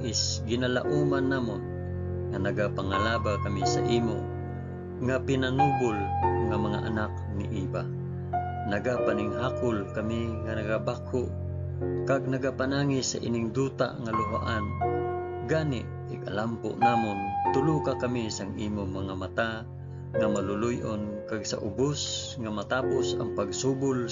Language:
Hiligaynon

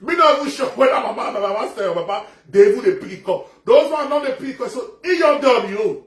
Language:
Nigerian Pidgin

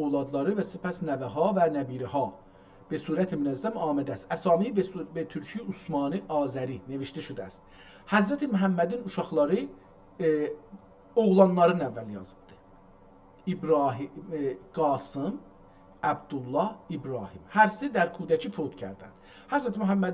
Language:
South Azerbaijani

